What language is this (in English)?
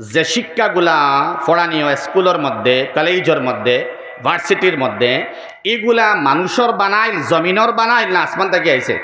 Sylheti